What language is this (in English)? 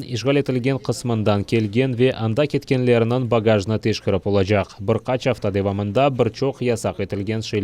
Crimean Tatar